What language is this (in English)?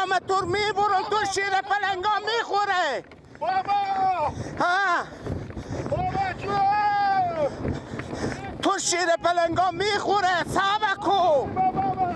Persian